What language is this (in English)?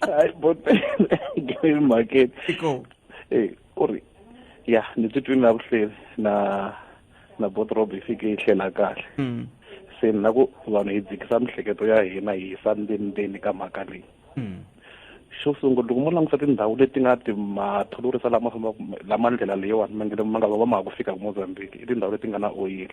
Tsonga